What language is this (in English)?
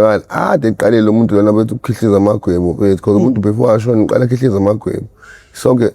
Zulu